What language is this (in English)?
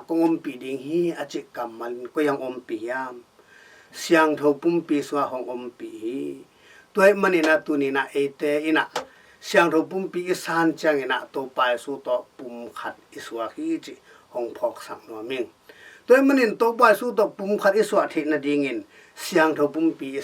Tedim Chin